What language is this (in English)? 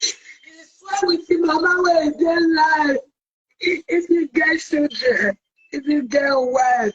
Nigerian Pidgin